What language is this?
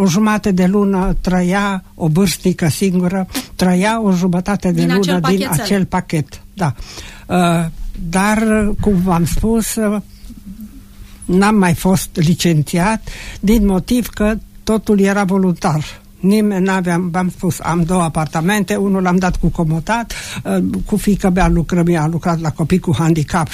Romanian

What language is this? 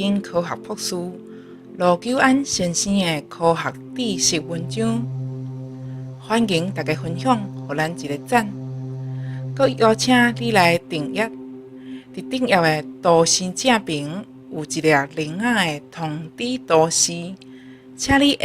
Min Nan Chinese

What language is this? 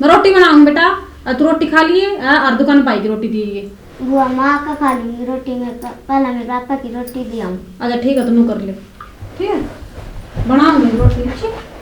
Haryanvi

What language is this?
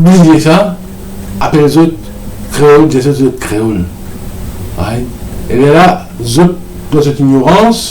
Morisyen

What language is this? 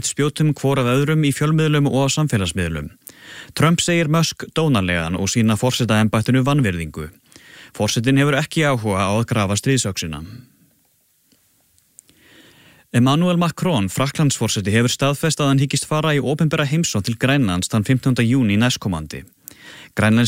Icelandic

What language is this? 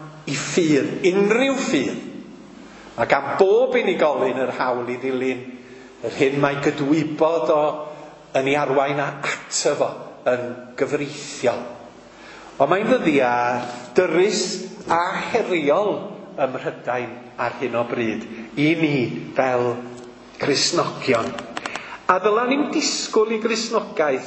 Welsh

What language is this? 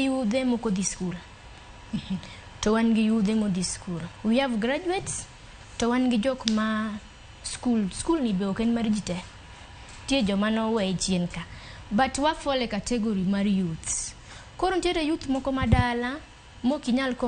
Luo (Kenya and Tanzania)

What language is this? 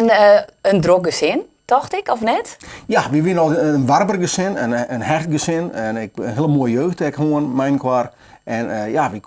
Western Frisian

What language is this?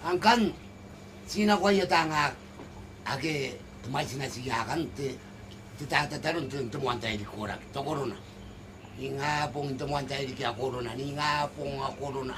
Gilbertese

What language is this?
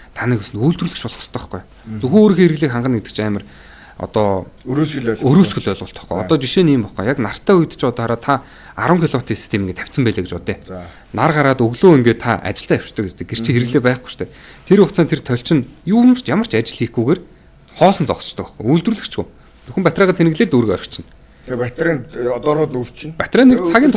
Mongolian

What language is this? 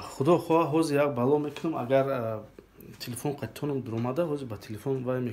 Tajik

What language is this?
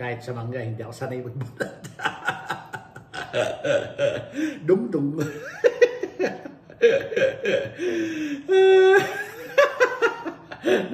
Filipino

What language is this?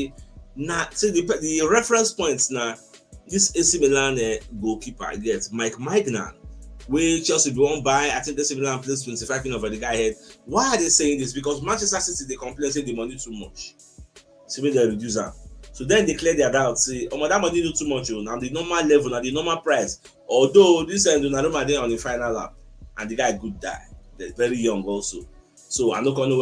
Nigerian Pidgin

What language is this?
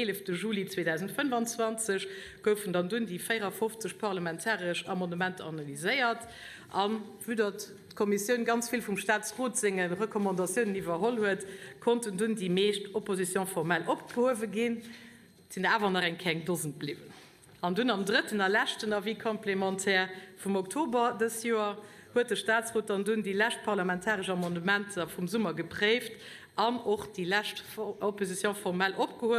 Luxembourgish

